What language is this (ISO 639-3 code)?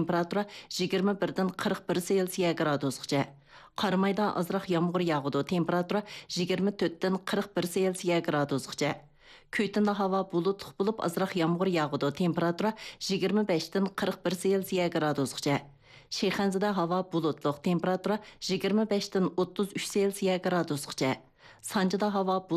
uig